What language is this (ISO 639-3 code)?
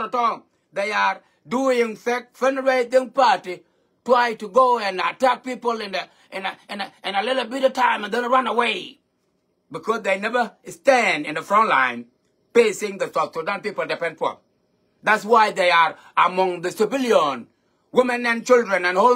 nus